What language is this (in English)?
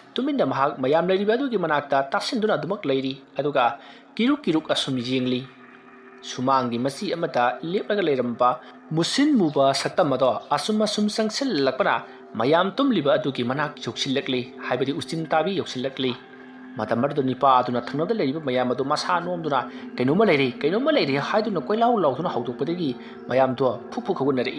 Manipuri